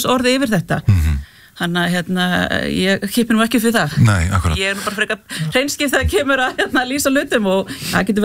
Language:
Icelandic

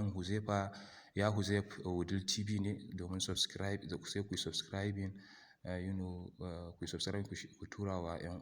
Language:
Hausa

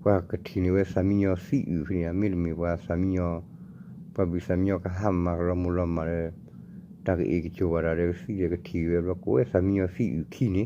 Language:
S'gaw Karen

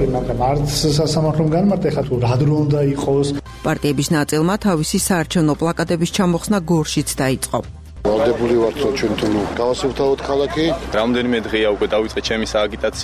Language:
Georgian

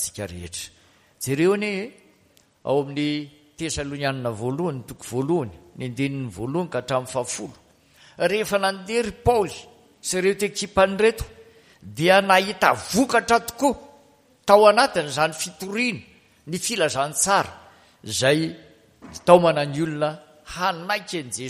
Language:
Malagasy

